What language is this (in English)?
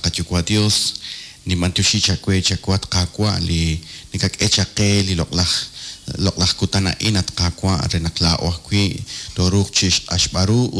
Kekchí